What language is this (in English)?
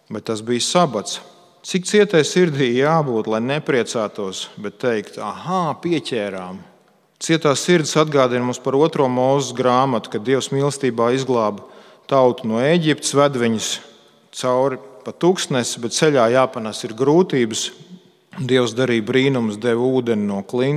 Latvian